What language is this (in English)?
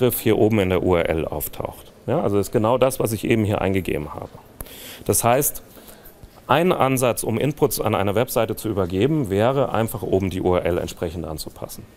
German